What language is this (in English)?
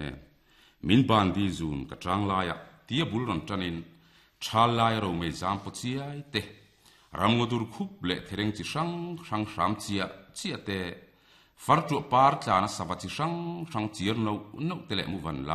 Mizo